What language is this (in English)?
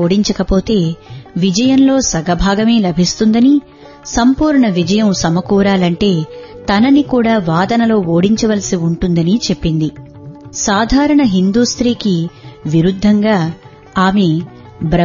Telugu